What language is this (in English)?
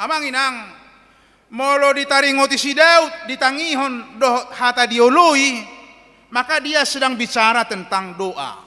Batak Toba